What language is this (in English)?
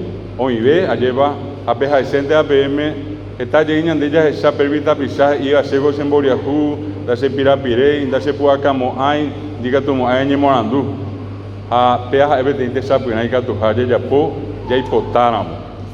Guarani